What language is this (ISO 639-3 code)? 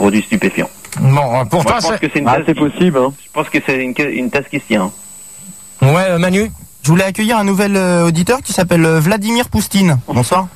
fra